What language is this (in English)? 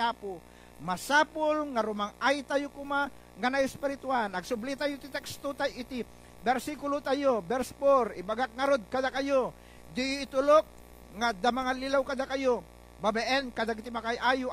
Iloko